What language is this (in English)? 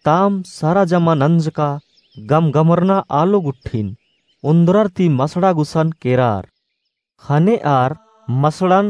Kurukh